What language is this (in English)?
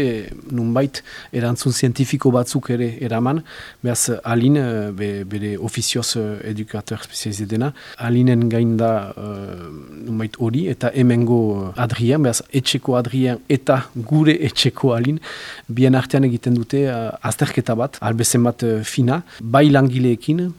Basque